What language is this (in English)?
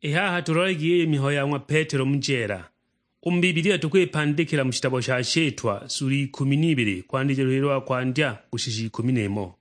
Sukuma